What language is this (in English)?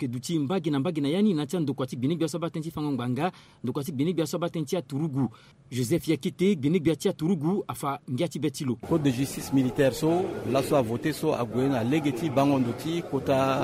Sango